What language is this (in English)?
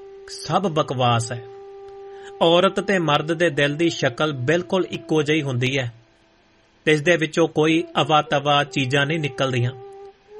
Punjabi